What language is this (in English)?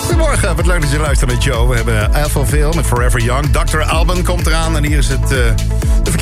Dutch